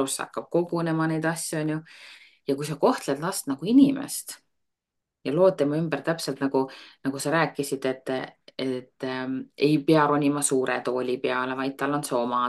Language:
Estonian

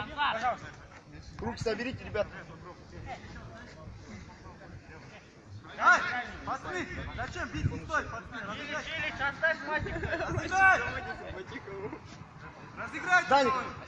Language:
Russian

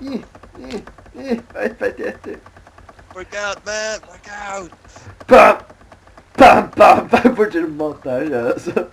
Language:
Faroese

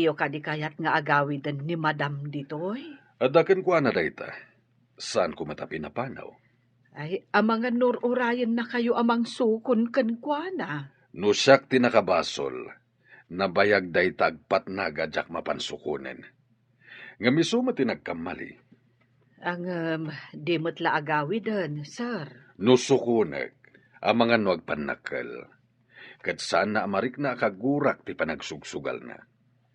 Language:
Iloko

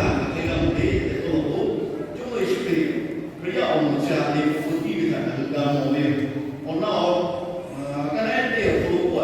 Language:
Lahu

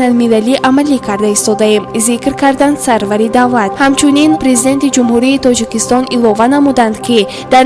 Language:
Tajik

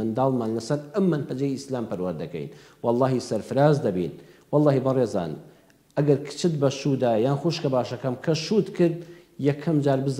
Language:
Central Kurdish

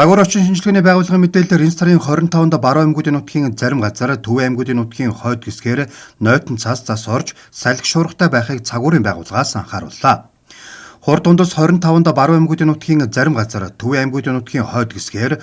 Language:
Mongolian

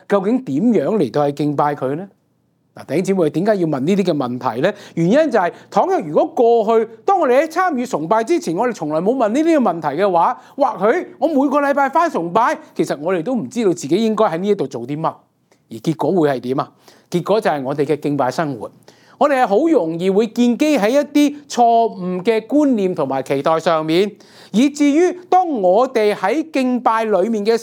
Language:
Cantonese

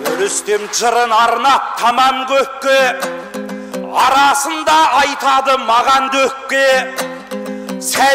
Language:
Kazakh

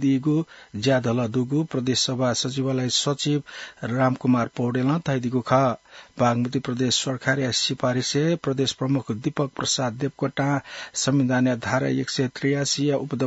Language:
Newari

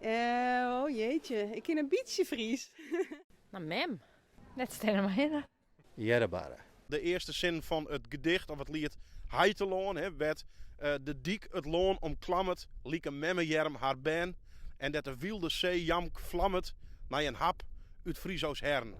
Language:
Western Frisian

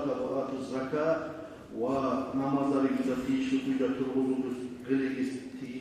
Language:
Kumyk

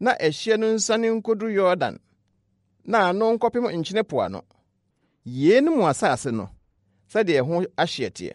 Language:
Akan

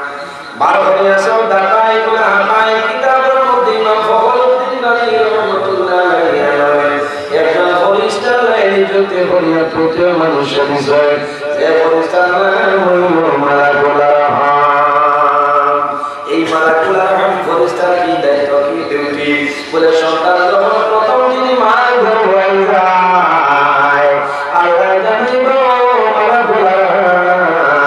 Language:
Sylheti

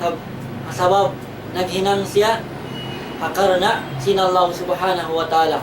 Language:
Tausug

